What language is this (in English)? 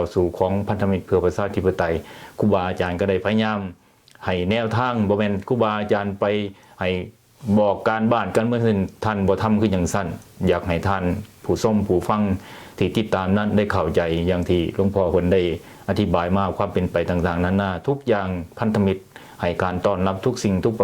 Lao